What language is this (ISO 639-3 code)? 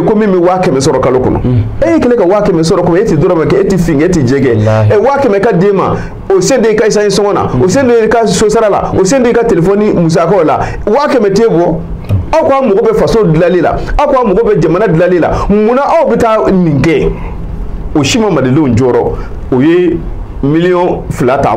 bam